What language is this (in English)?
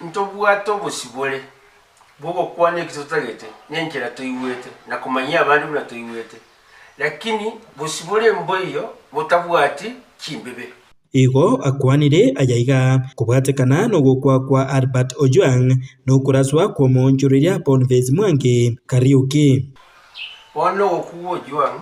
Gusii